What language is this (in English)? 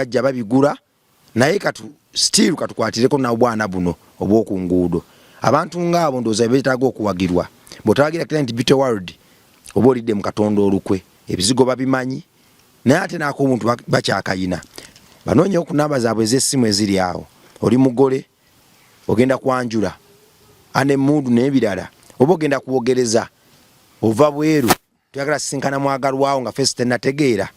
Ganda